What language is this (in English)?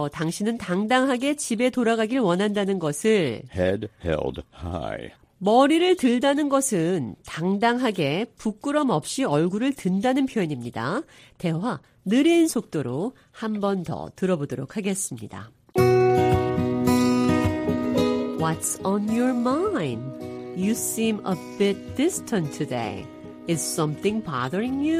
Korean